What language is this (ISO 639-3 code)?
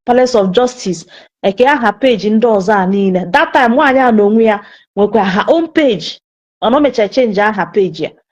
ibo